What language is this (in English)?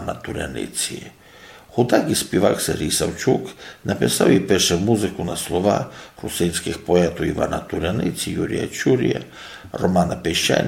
Rusyn